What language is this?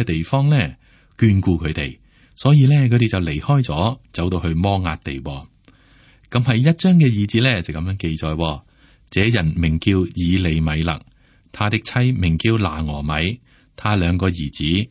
Cantonese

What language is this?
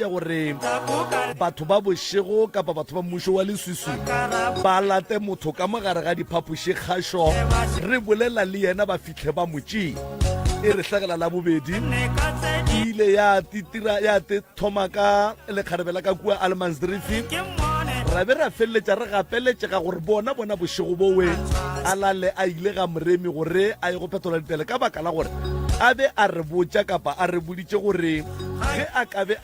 Northern Sotho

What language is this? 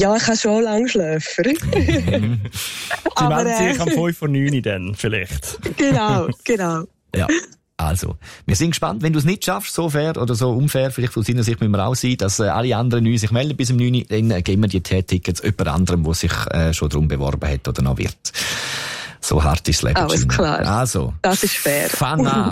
German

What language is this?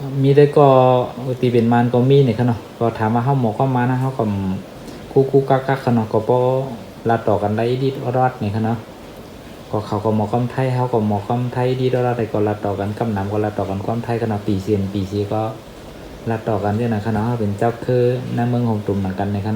Shan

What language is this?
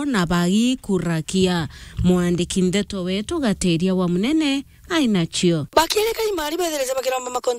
Meru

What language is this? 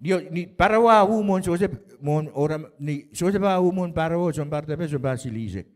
Pohnpeian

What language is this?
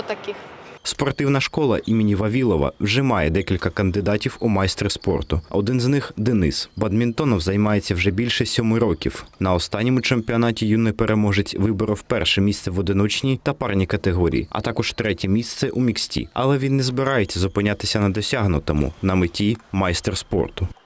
Ukrainian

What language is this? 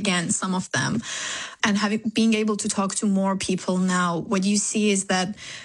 English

